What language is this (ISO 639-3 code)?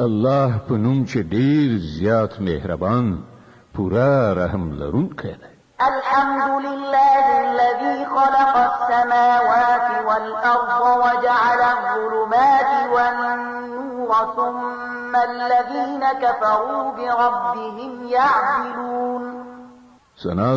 pus